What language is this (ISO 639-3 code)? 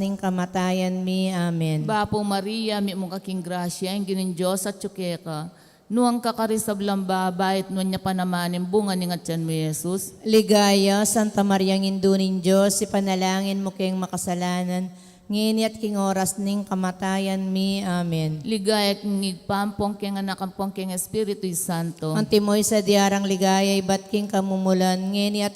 pam